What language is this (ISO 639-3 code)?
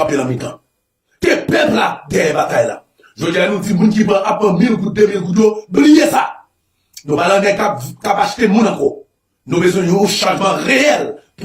hat